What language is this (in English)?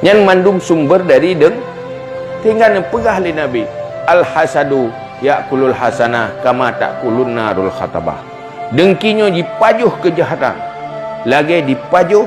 Achinese